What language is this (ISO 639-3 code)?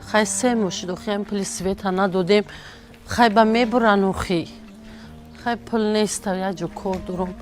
tgk